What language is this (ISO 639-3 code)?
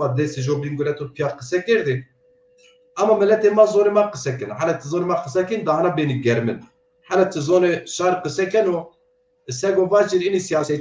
zza